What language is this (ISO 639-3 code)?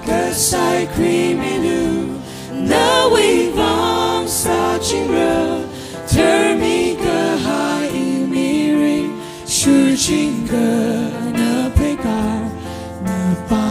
nmf